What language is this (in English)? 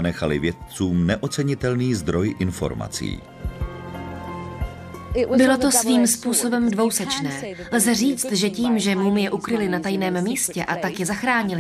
Czech